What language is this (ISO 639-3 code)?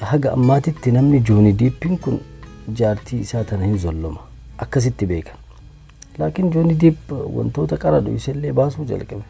orm